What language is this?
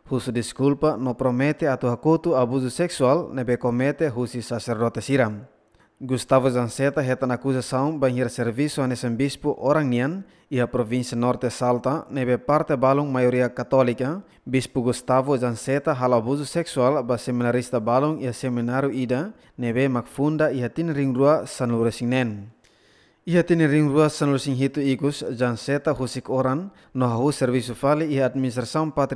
Tetum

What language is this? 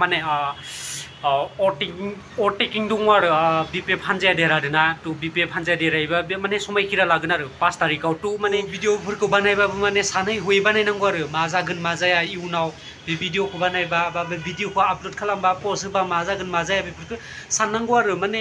Bodo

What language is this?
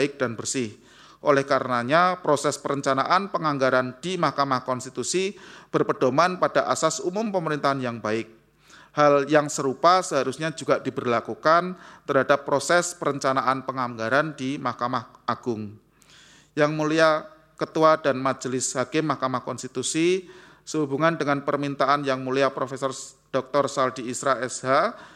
Indonesian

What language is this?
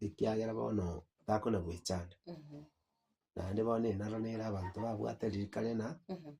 Gusii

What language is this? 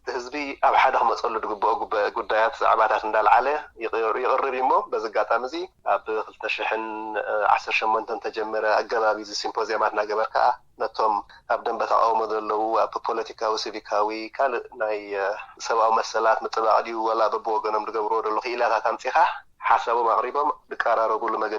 Tigrinya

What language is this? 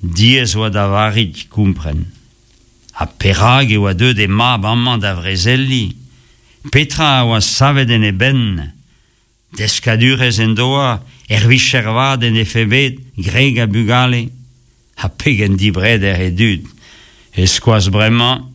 Breton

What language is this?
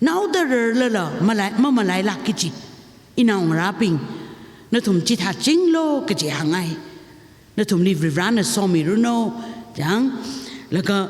Tangkhul Naga (India)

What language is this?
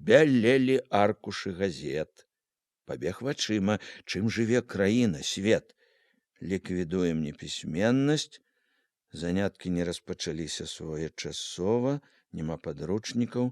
Belarusian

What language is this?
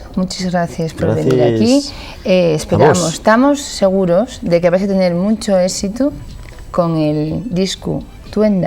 Asturian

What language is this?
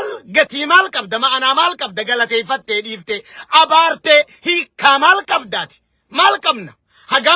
Oromo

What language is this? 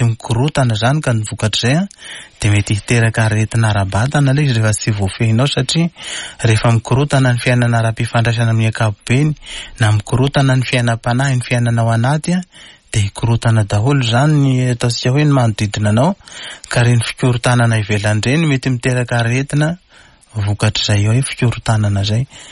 Malagasy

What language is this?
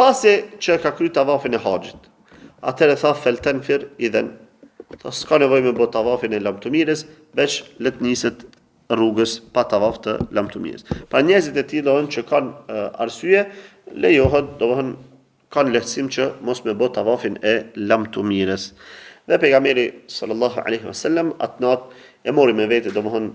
Albanian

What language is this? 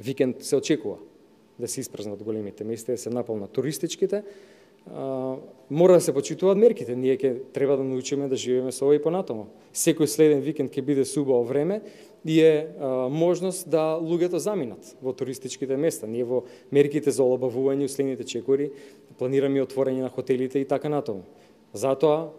Macedonian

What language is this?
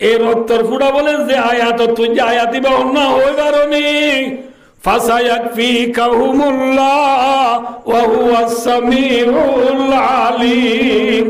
Rohingya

